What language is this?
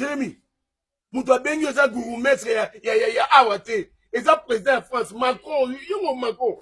Lingala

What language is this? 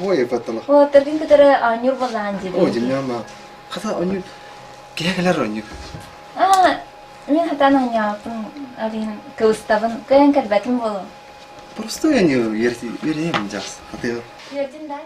Yakut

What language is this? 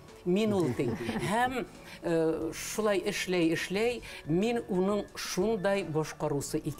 Bashkir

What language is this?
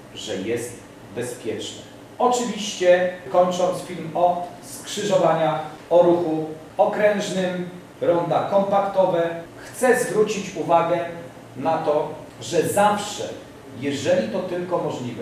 Polish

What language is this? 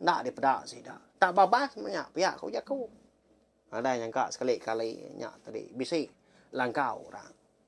Iban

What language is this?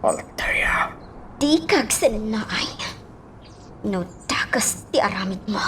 Iloko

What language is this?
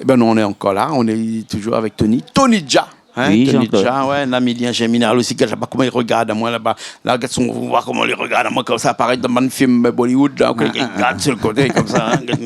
Réunion Creole French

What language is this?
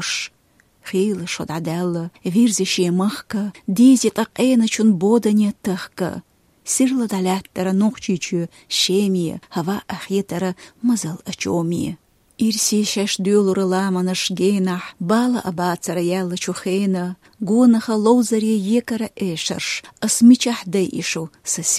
Chechen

